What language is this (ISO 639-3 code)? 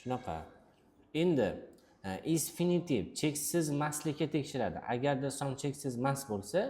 uzb